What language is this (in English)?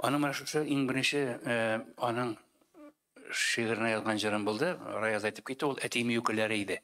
Tatar